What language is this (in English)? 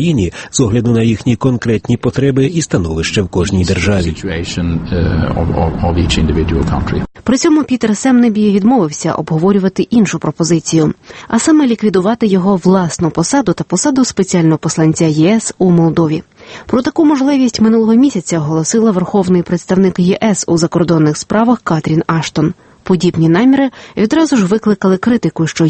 Ukrainian